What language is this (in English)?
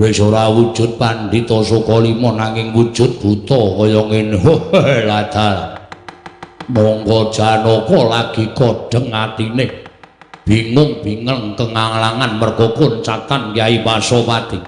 Javanese